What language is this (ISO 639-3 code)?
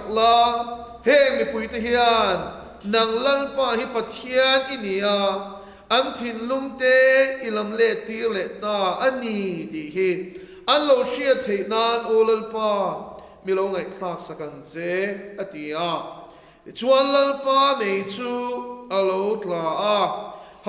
lus